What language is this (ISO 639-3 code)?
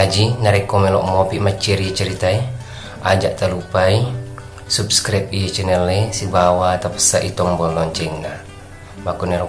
bug